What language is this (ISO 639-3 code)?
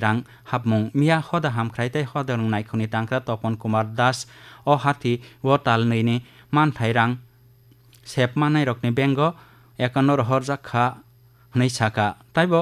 trp